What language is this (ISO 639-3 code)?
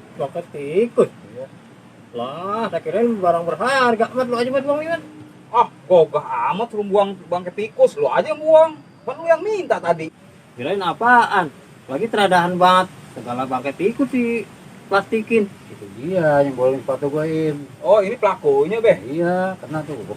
bew